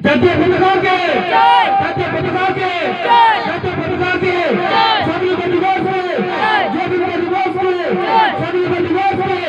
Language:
Santali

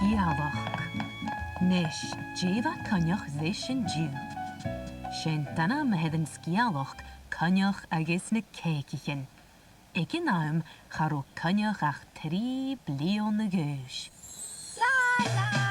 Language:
Scottish Gaelic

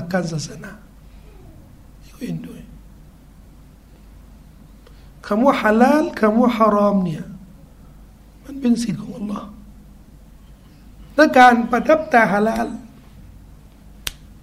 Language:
Thai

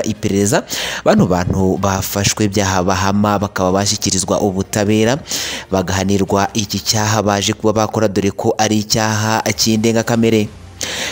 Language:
Kinyarwanda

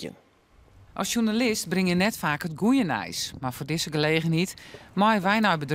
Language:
Western Frisian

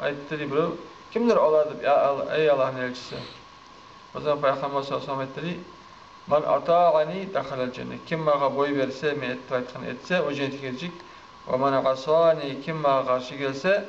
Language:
Kumyk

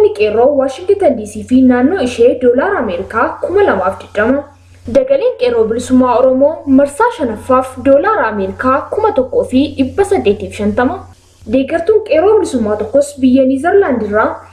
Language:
Oromo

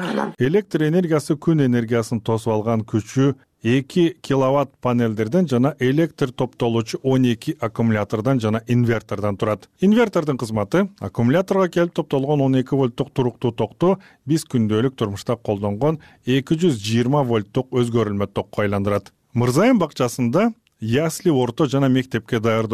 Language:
Kyrgyz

